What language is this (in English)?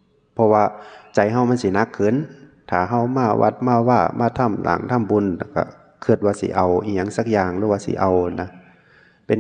Northeastern Thai